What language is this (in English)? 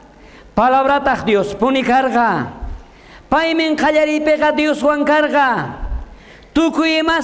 South Bolivian Quechua